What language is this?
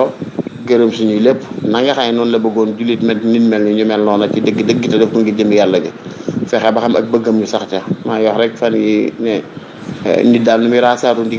Wolof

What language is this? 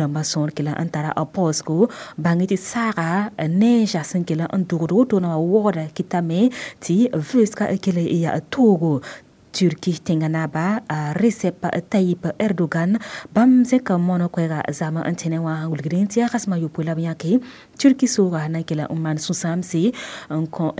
Mossi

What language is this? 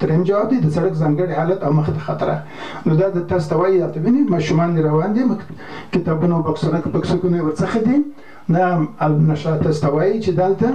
Pashto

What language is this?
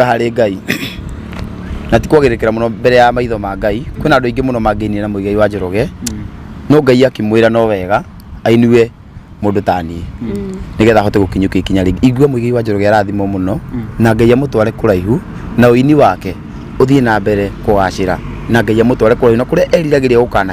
Kikuyu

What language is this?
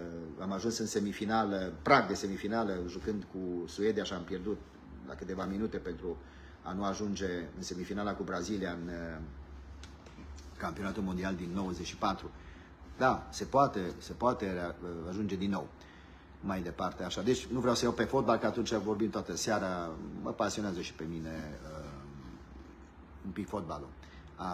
Romanian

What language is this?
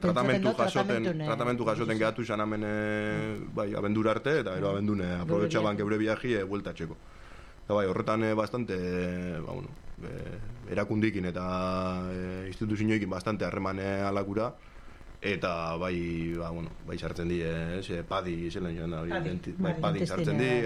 Basque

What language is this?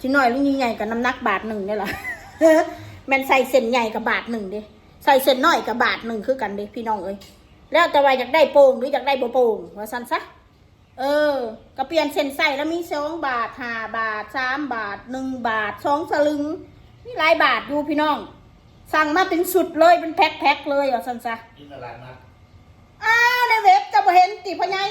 Northeastern Thai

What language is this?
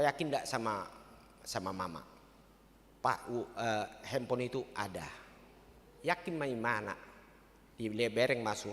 Batak Toba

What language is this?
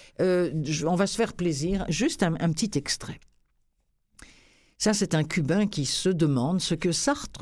French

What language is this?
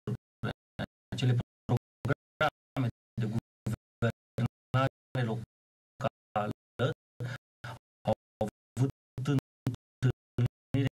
Romanian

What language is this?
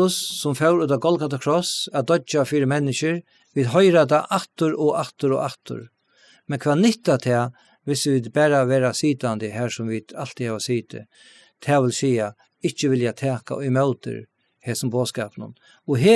Faroese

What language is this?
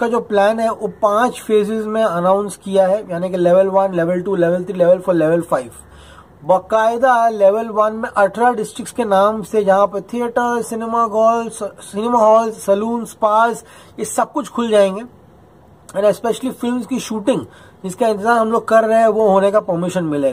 Hindi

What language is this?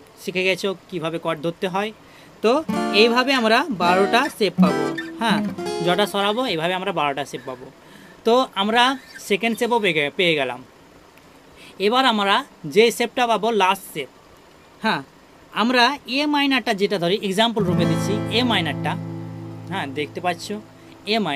Bangla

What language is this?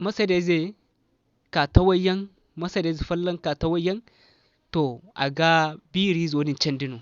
Zarma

